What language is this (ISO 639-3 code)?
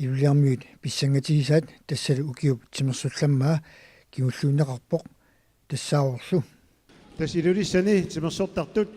kal